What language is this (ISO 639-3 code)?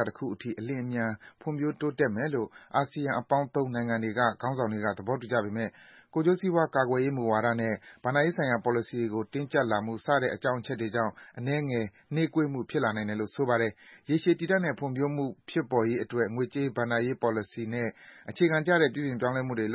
mya